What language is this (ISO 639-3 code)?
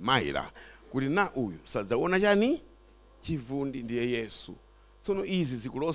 nya